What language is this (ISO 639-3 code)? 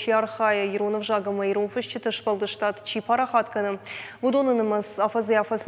oss